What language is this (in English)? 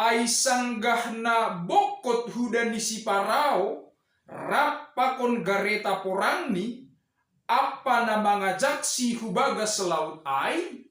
Batak Simalungun